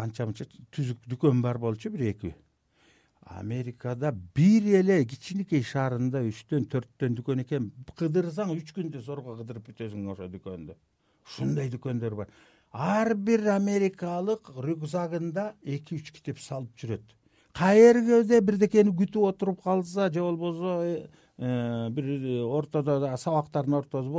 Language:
Kyrgyz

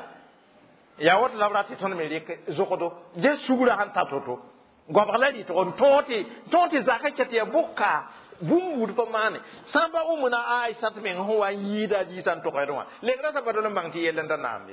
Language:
Mossi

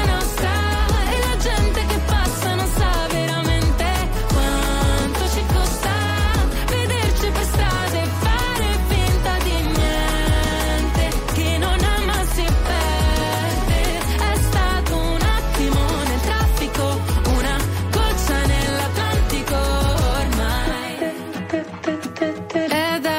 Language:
Italian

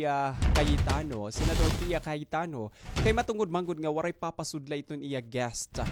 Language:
Waray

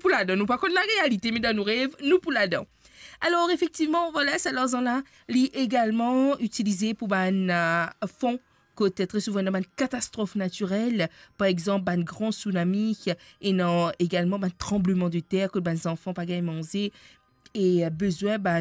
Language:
Morisyen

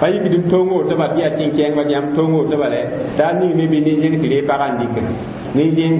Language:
Mossi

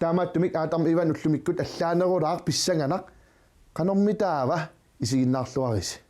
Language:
Kalaallisut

